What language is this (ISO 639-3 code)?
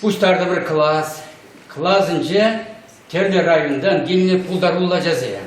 chv